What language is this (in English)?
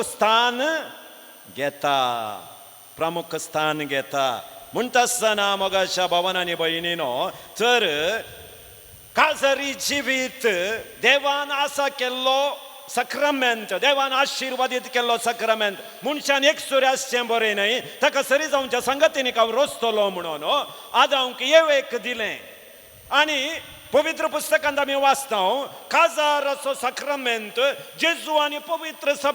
Konkani